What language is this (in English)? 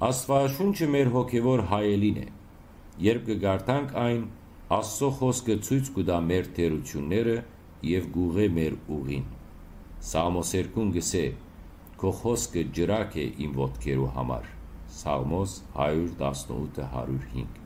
Western Armenian